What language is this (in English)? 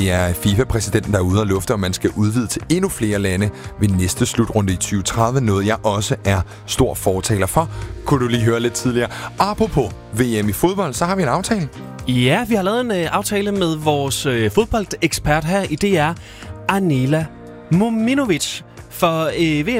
Danish